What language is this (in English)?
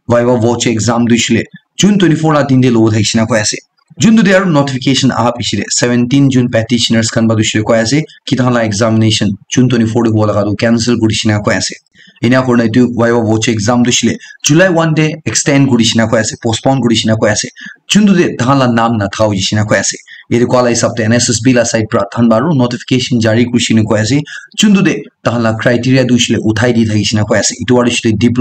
Naga Pidgin